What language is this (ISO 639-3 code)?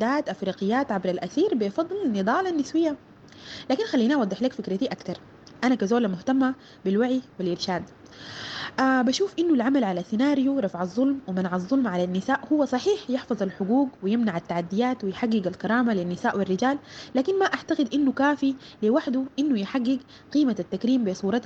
apd